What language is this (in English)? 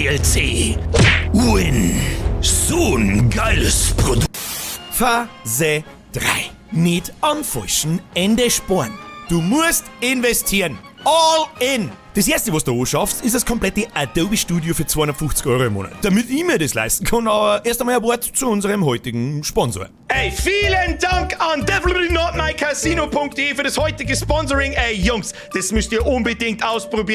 Bavarian